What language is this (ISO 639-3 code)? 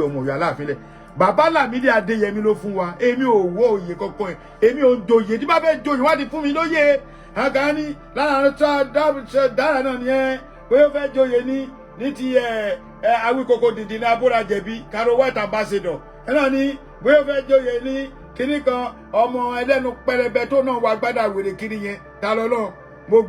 yor